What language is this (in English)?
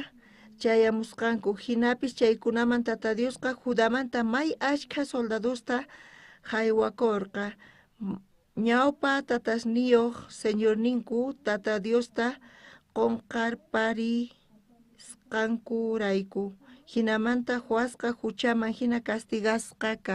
South Bolivian Quechua